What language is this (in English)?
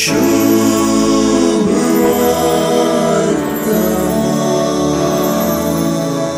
Konkani